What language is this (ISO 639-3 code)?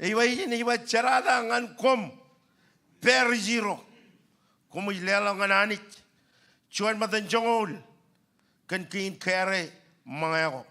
mah